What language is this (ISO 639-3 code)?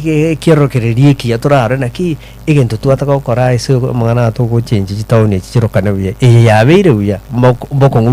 guz